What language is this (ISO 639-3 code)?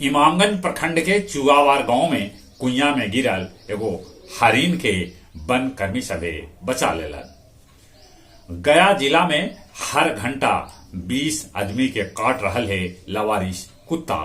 mag